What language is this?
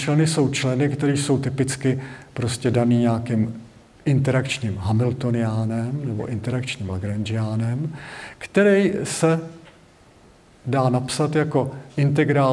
Czech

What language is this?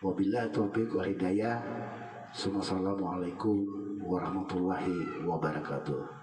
Banjar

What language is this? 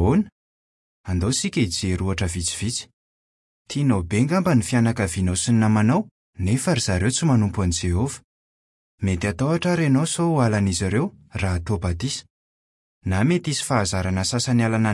Malagasy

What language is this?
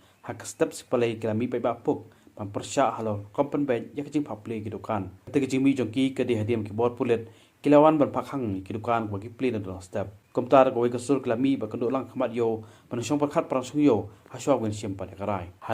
Khasi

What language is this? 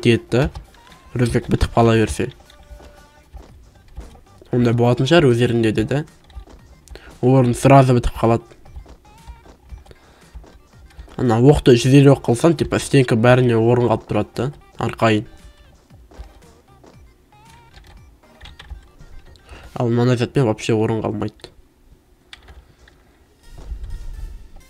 Kazakh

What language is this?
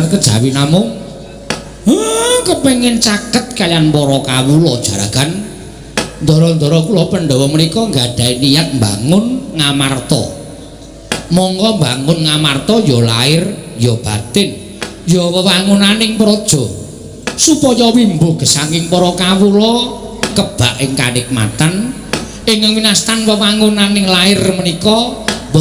Javanese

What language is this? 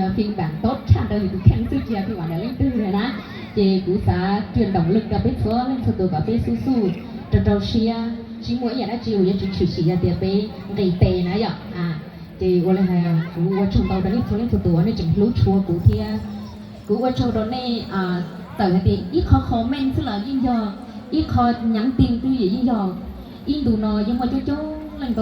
Hmong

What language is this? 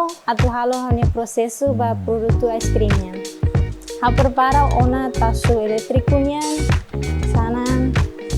Tetum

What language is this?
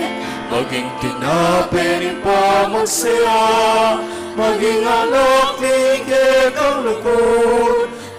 Pampanga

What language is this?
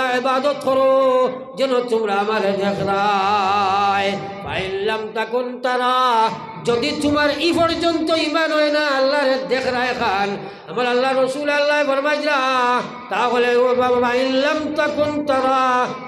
Sylheti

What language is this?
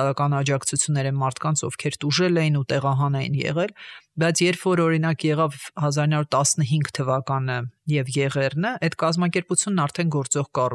Armenian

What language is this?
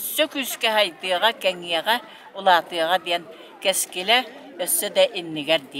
Yakut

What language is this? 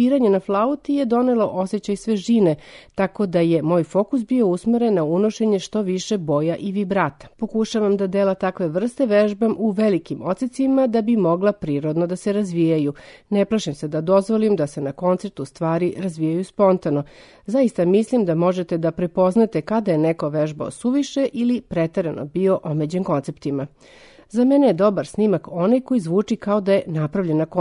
Serbian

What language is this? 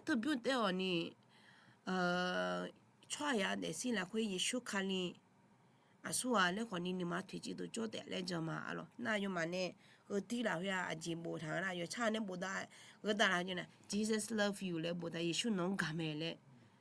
Akha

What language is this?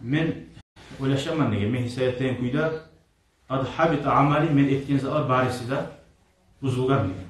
Kumyk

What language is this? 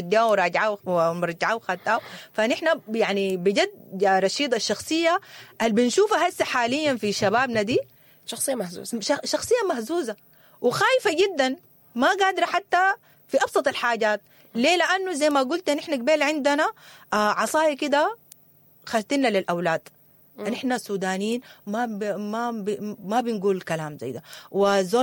Sudanese Arabic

